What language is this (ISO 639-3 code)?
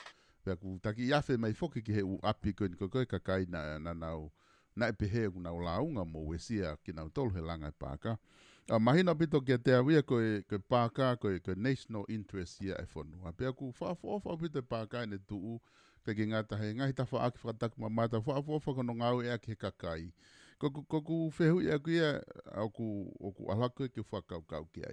ton